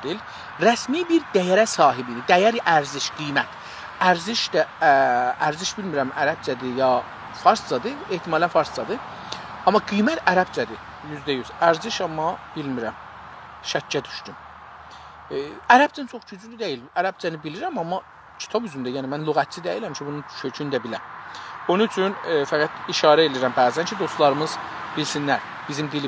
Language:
South Azerbaijani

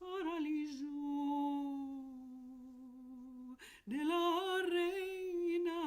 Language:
Ladino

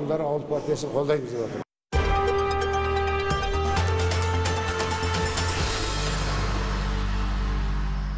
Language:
Kazakh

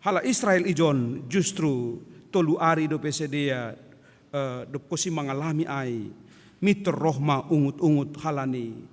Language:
Batak Simalungun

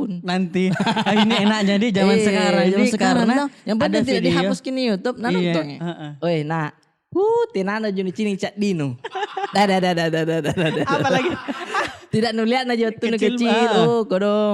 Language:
Makassar Malay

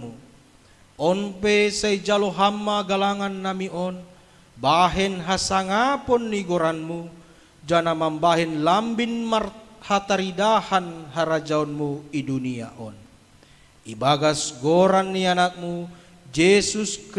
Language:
Batak Simalungun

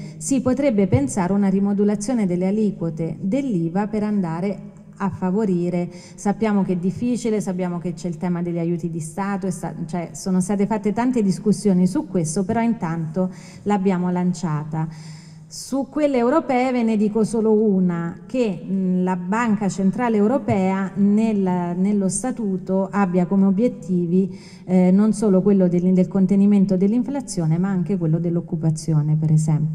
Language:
Italian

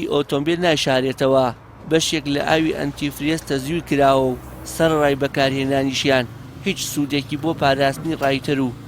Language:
Central Kurdish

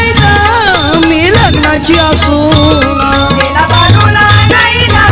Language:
Marathi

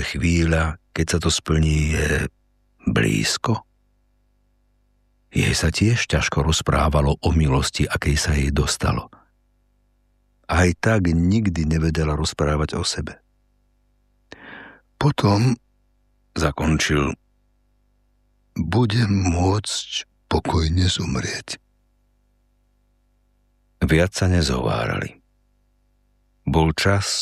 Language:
Slovak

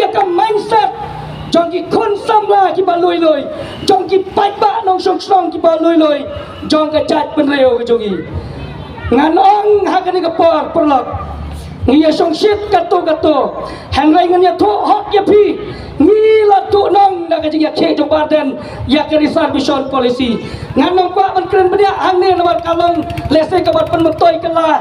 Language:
Khasi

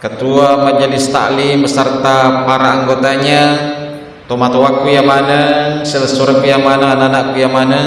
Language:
Buginese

